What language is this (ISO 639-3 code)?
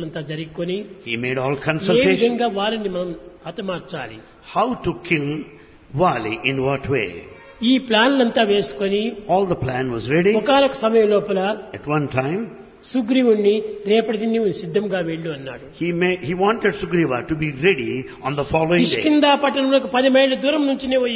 tel